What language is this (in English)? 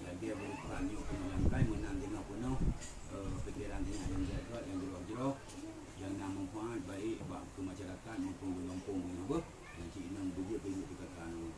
Achinese